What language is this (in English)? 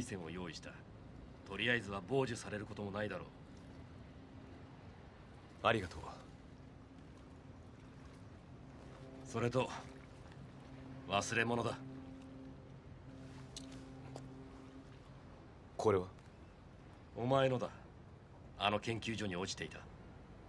Japanese